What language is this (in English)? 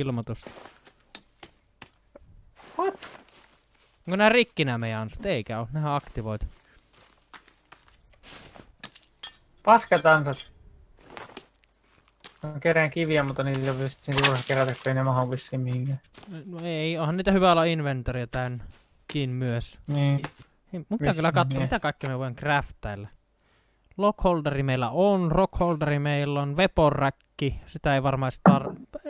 Finnish